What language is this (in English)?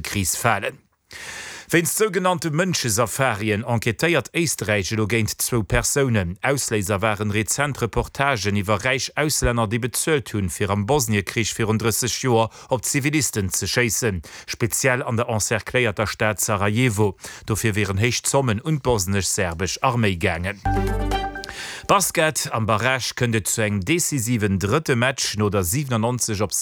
Luxembourgish